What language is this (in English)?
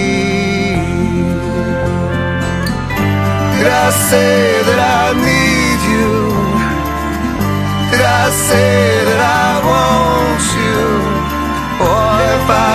English